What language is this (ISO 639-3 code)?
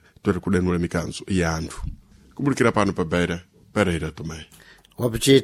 seh